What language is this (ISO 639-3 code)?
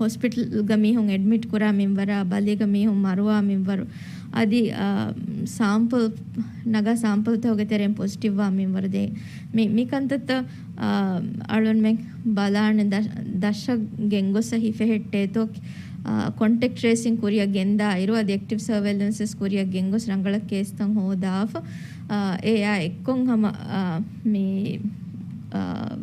div